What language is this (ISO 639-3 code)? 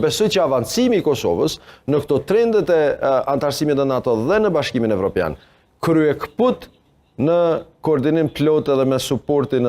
sqi